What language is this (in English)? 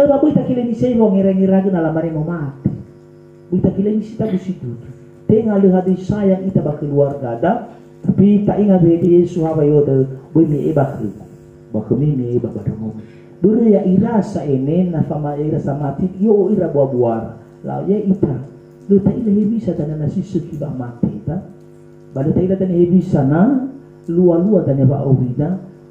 Nias